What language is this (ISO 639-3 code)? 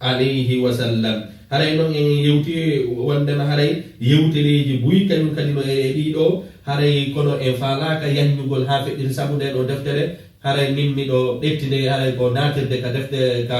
ful